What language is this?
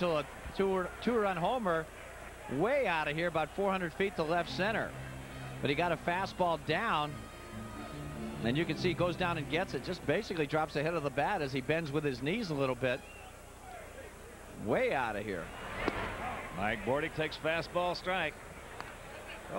English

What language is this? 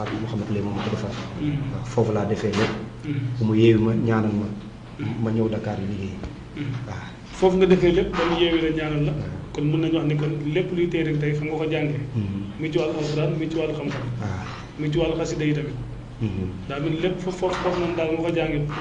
Wolof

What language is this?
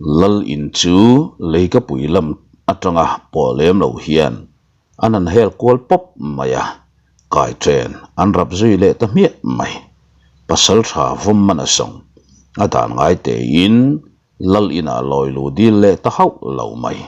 Mizo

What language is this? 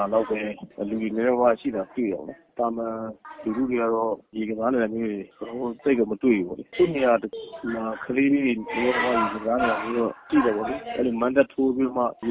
Burmese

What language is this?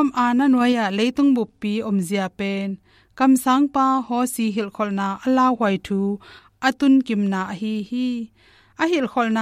Tedim Chin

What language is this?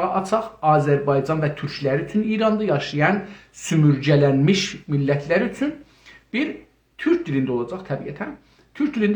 South Azerbaijani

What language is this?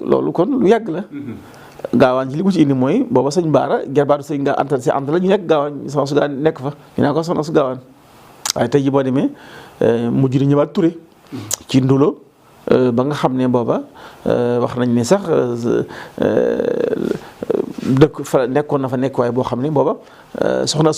Wolof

